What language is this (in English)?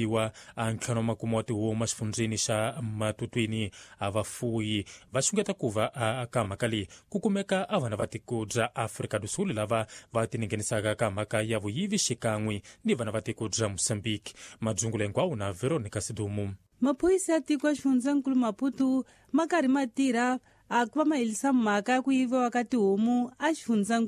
Tsonga